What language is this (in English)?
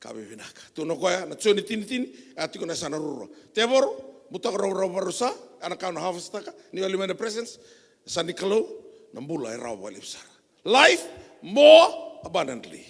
Fijian